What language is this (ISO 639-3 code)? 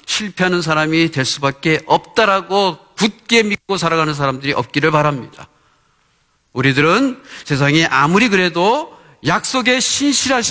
kor